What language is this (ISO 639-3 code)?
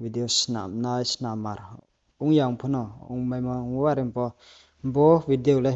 ria